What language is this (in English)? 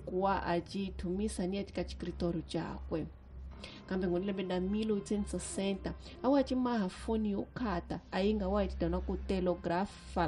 Tsonga